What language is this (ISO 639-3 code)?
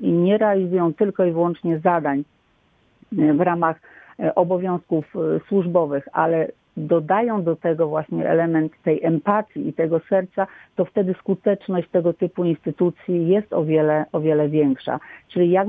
pol